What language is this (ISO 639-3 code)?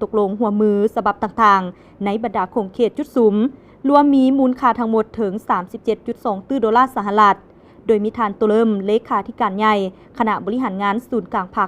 lao